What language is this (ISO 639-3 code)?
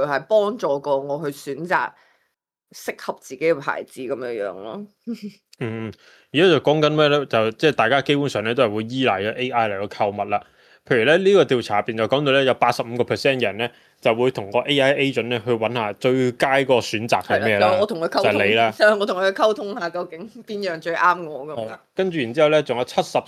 yue